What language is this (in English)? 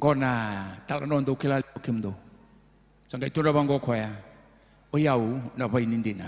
Fijian